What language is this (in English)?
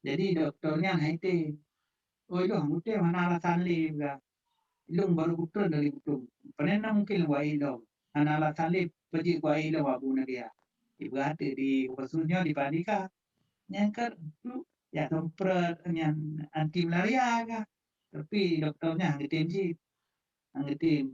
Achinese